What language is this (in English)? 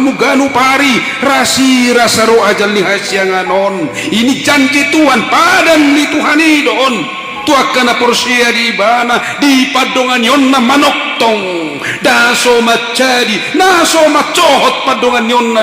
Batak Toba